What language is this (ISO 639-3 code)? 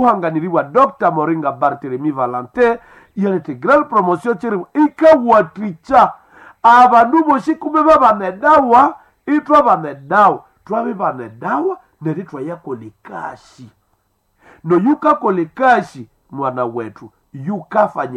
swa